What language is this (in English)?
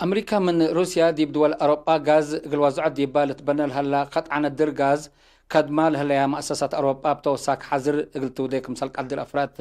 Tigre